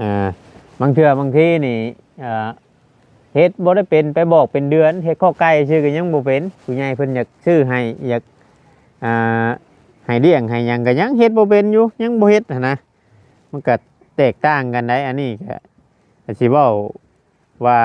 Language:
Northeastern Thai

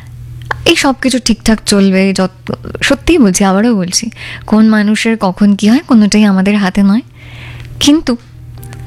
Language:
Bangla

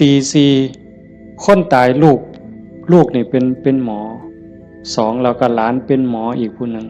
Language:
Lao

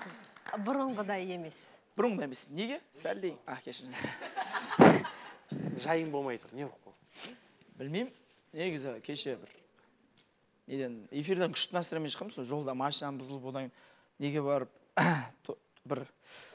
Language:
Kazakh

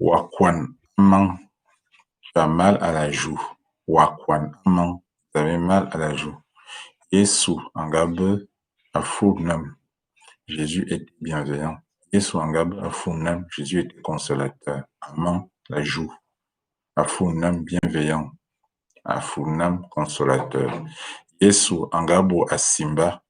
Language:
Ewondo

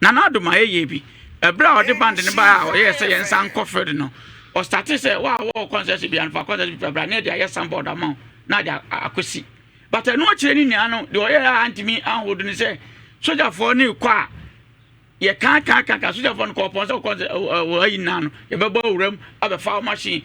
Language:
Akan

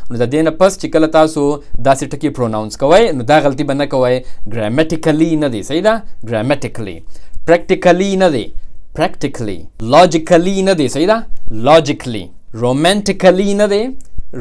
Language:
Pashto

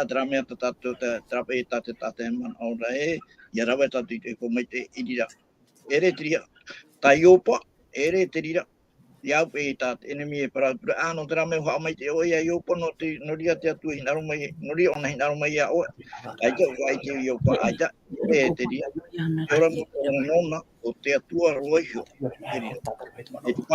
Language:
Tahitian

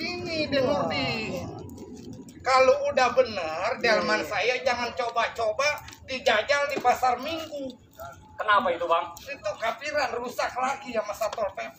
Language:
Betawi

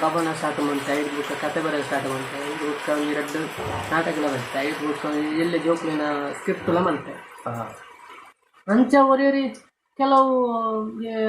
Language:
Tulu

